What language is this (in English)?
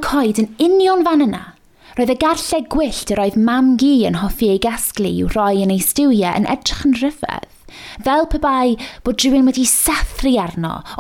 Welsh